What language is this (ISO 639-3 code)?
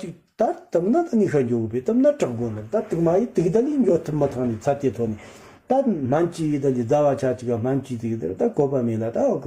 bod